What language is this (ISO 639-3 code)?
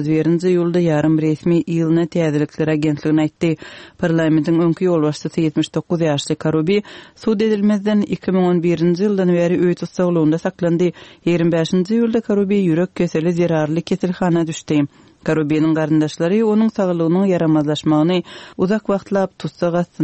kir